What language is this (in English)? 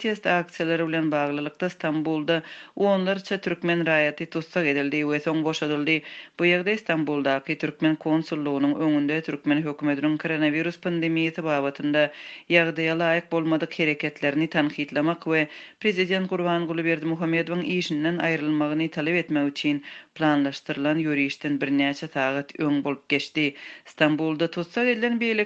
Turkmen